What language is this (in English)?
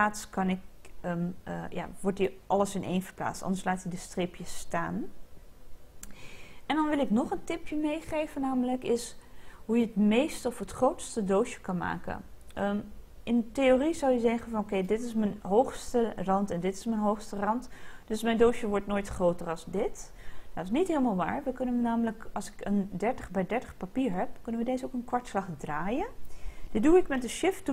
Dutch